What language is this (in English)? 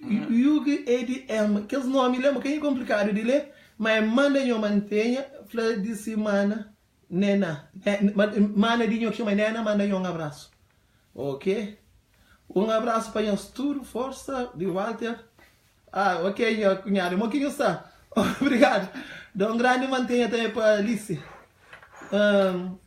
Kabuverdianu